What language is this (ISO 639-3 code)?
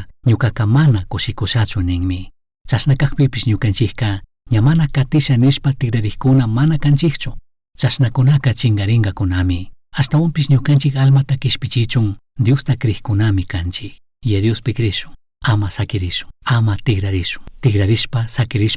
qug